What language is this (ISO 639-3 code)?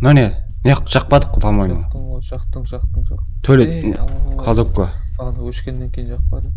kaa